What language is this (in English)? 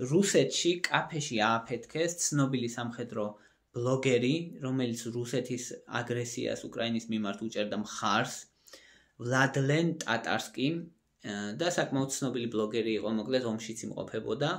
Georgian